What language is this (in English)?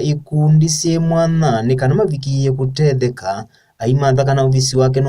Kamba